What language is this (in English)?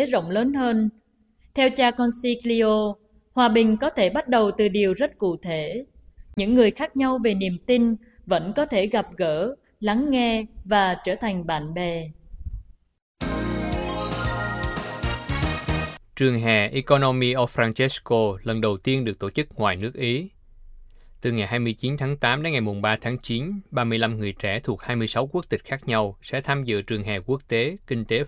Vietnamese